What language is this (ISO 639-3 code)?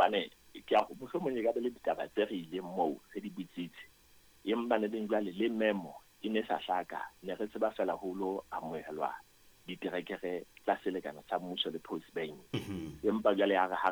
sot